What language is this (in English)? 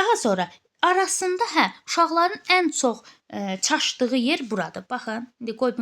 Azerbaijani